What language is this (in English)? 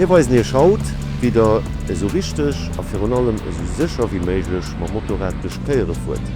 Luxembourgish